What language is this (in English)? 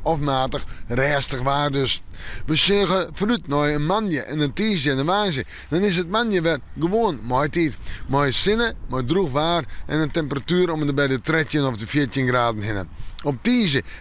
Western Frisian